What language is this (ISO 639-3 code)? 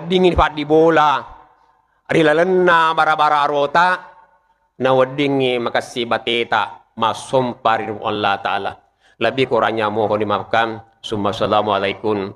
bug